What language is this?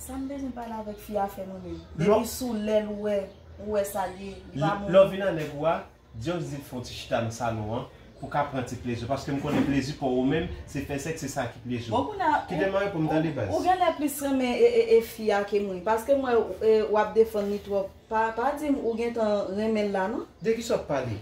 Haitian Creole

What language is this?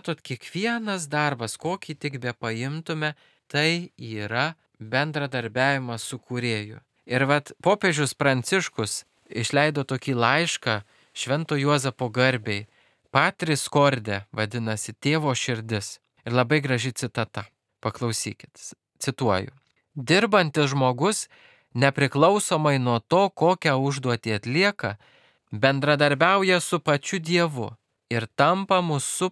Lithuanian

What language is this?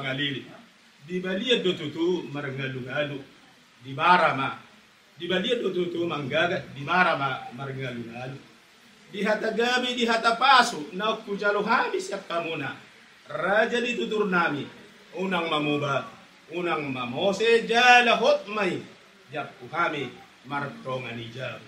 Batak Toba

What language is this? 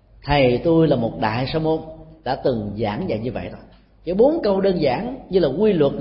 Vietnamese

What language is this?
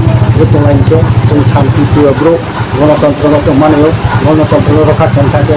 Riang (India)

